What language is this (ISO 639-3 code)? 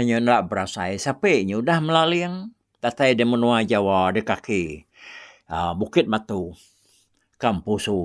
iba